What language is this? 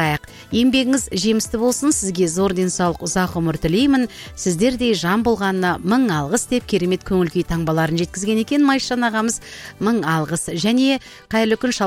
Kazakh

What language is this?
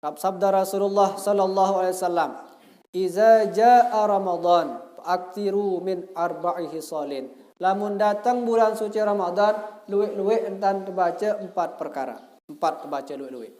Sasak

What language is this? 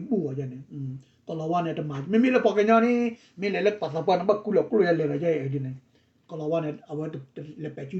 S'gaw Karen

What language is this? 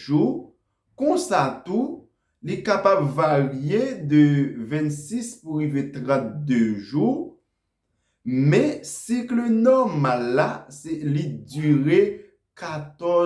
Haitian Creole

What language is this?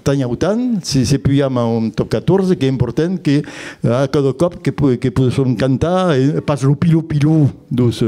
Occitan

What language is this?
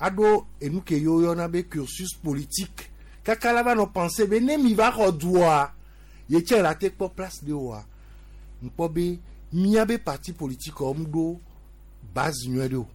Gen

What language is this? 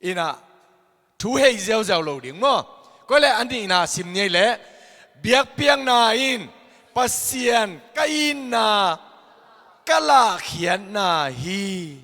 Tedim Chin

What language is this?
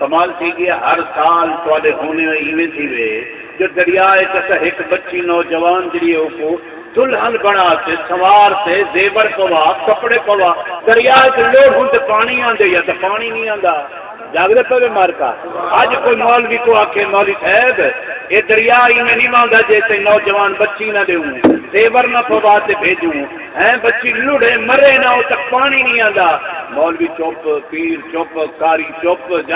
Saraiki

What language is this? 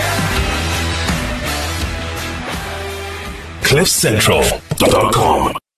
Afrikaans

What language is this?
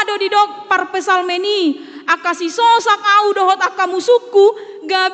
Batak Toba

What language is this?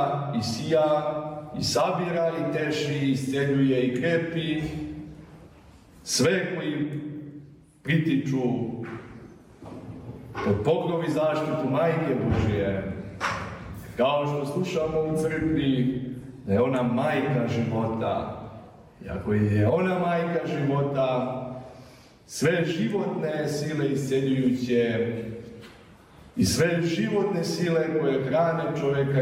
Serbian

